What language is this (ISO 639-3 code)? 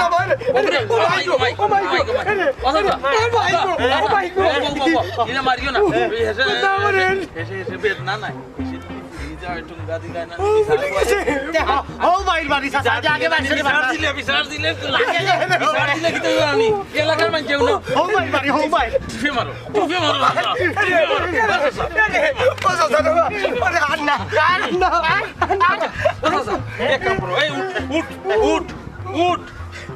syl